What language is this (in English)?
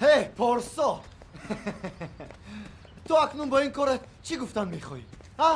Tajik